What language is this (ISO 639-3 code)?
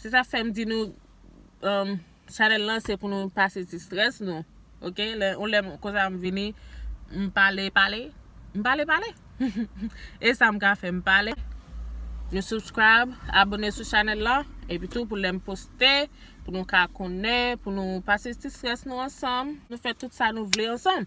hat